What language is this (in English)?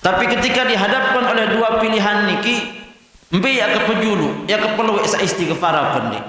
Sasak